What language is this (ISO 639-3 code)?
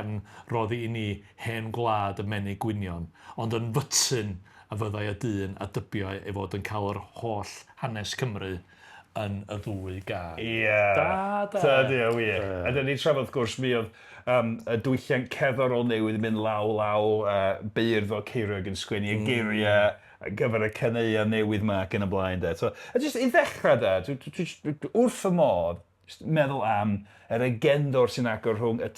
cym